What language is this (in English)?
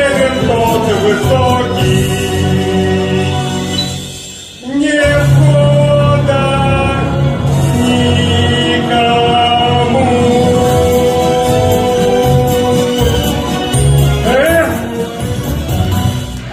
Russian